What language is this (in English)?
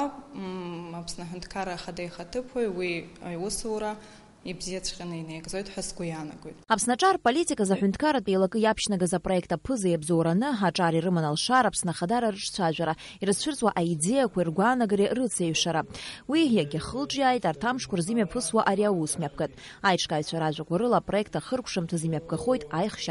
Abkhazian